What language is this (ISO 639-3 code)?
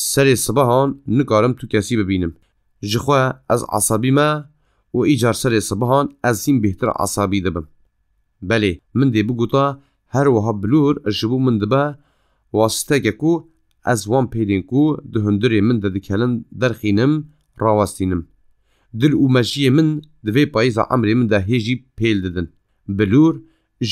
kur